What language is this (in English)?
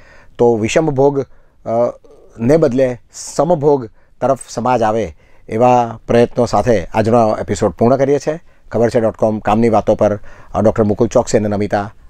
Gujarati